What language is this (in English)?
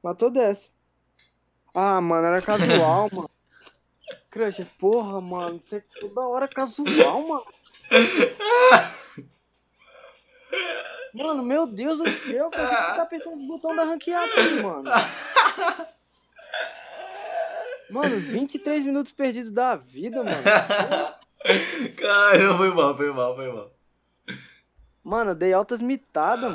Portuguese